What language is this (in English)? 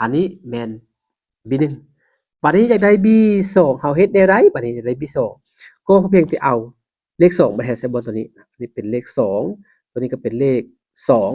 Lao